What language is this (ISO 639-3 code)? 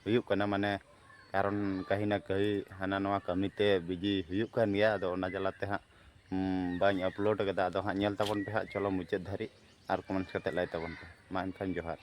sat